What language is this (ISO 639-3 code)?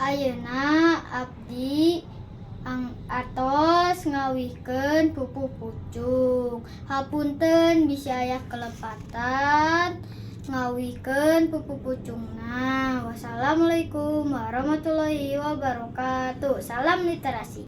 sun